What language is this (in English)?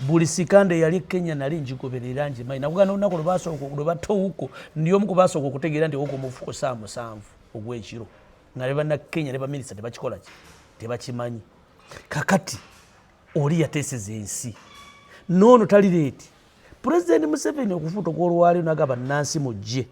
Ganda